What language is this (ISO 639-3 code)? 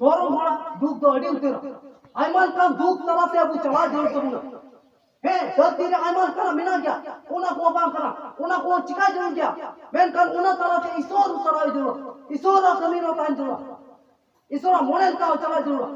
sat